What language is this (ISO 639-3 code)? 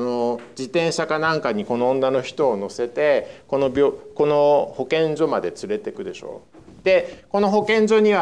jpn